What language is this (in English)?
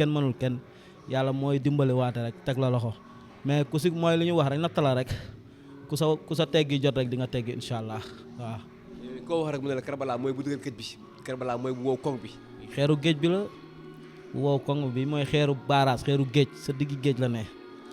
Wolof